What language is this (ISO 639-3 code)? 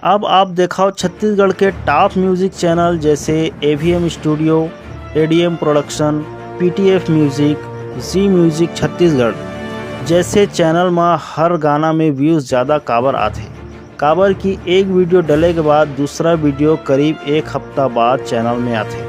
hne